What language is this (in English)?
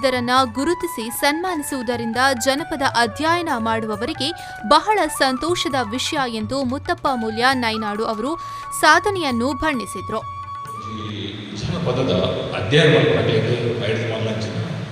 Tulu